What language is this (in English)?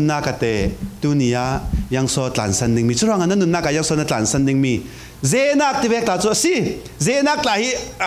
Falam Chin